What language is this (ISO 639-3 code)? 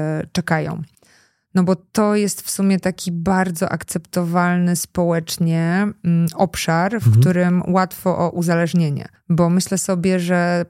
pol